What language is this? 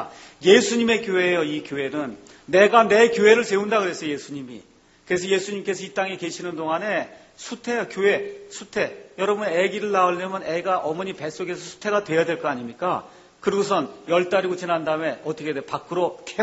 Korean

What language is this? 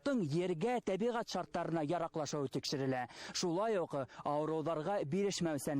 Bashkir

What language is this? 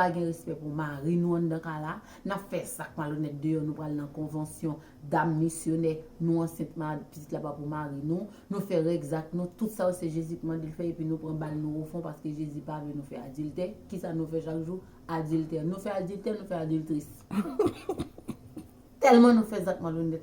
Haitian Creole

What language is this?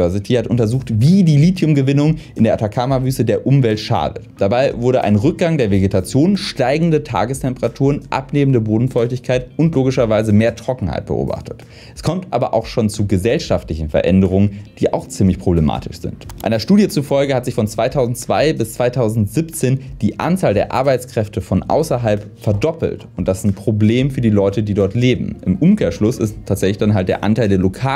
German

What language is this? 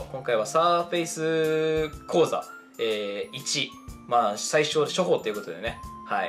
Japanese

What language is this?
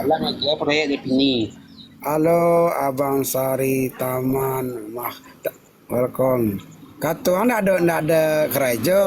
Minangkabau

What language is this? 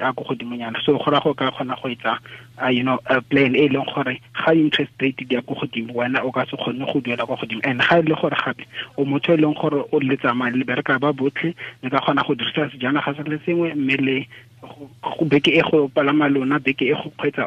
Tswana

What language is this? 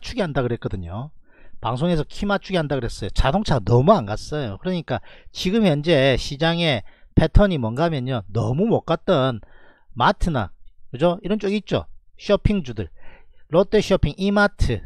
Korean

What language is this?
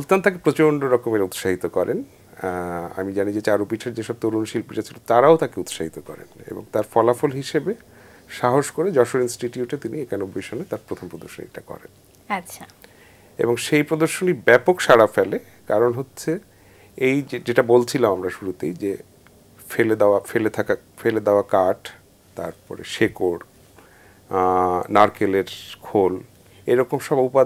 Bangla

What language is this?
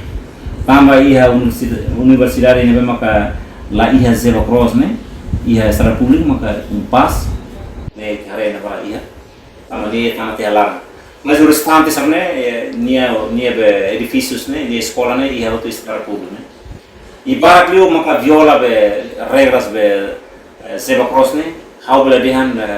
Tetum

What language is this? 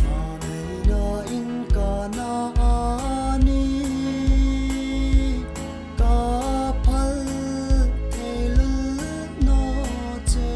Hmar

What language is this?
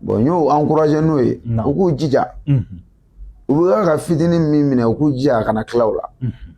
Bambara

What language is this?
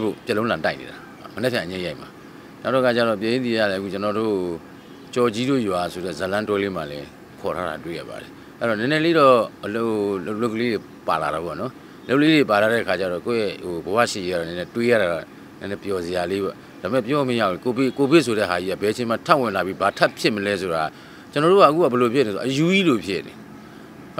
Burmese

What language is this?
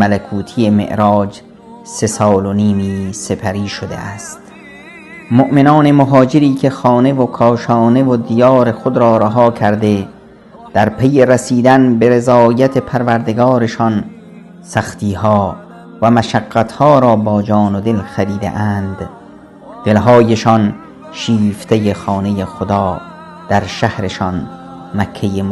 Persian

